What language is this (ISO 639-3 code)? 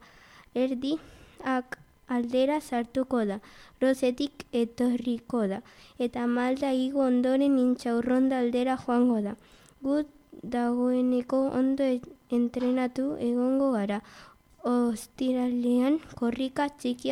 eus